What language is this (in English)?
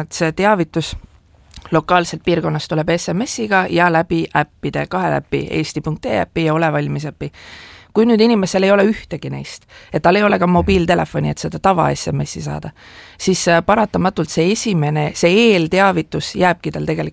Estonian